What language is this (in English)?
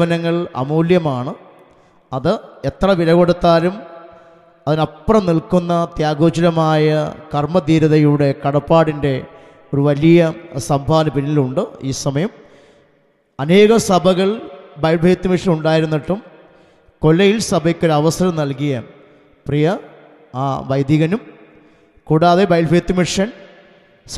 Malayalam